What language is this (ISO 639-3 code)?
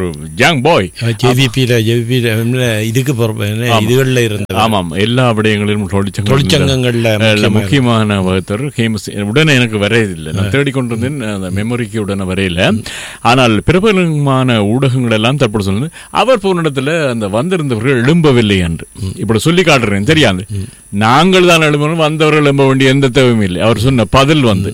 tam